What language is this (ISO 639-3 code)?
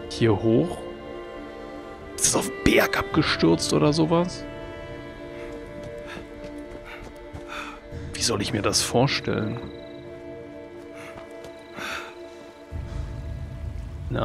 deu